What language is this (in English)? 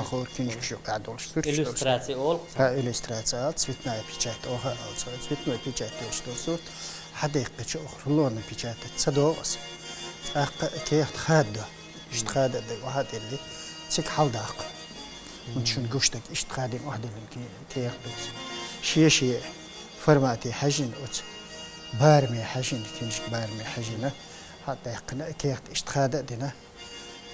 Chechen